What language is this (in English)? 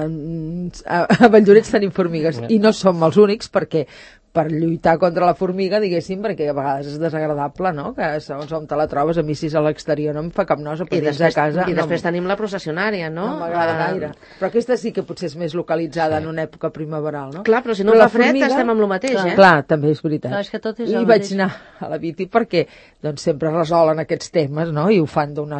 Catalan